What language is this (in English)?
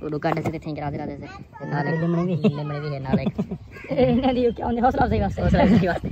Saraiki